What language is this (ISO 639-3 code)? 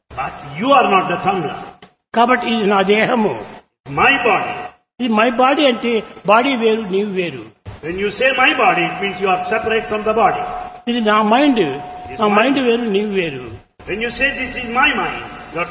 tel